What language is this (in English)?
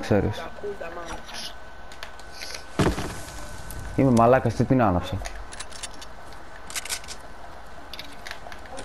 Greek